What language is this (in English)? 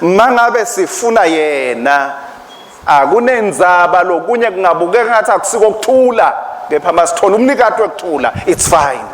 Swati